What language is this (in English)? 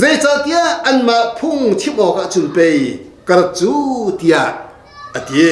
Hakha Chin